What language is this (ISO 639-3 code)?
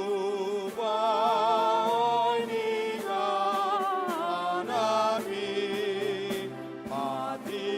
bbc